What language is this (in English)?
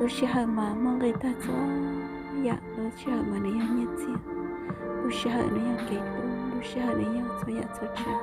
Hmong